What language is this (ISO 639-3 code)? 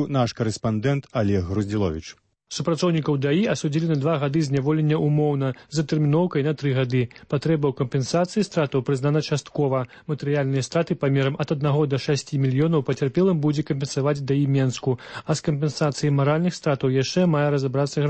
bel